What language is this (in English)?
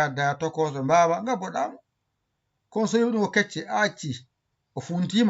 Fula